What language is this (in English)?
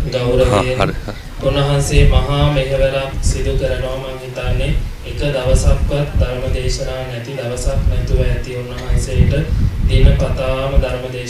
Sinhala